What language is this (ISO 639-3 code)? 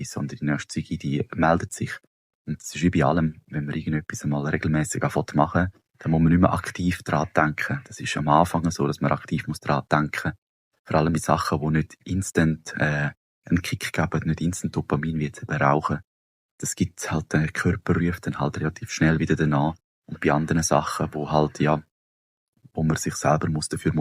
gsw